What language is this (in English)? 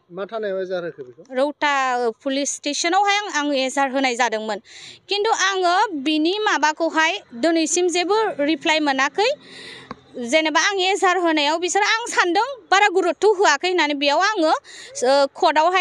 Bodo